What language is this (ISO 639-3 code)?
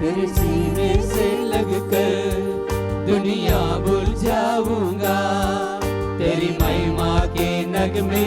kok